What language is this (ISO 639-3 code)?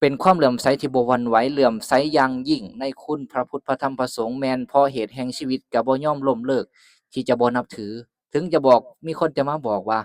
lao